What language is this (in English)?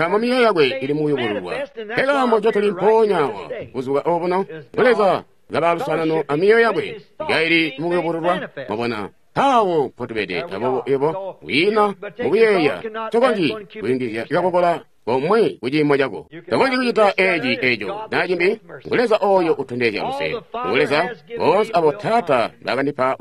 Tonga (Zambia)